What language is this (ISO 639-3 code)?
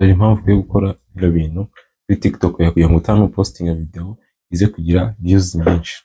kin